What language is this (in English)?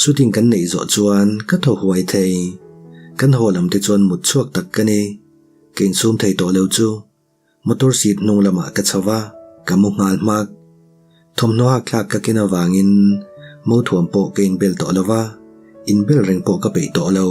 Mizo